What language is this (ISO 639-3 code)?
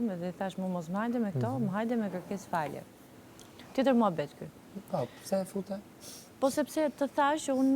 sqi